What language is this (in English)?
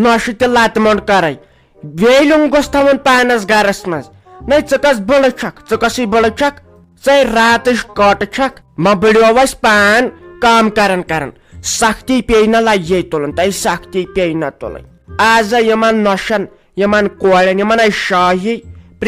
Kashmiri